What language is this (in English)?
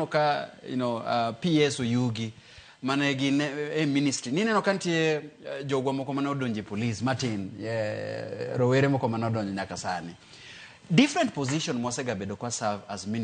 Luo (Kenya and Tanzania)